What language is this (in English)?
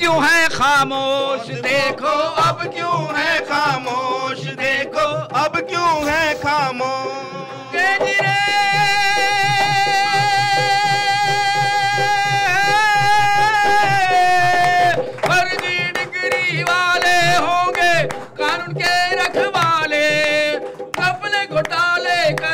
Hindi